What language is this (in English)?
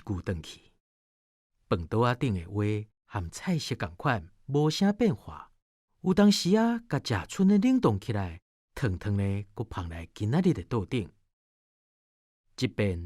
Min Nan Chinese